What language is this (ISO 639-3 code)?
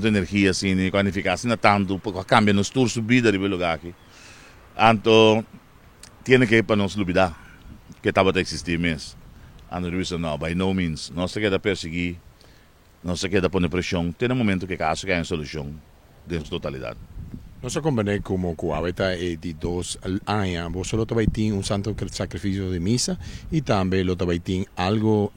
pap